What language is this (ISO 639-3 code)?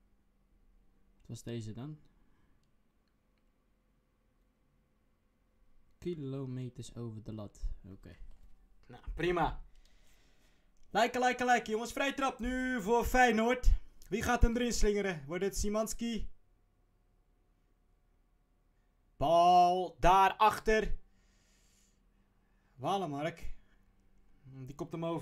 nld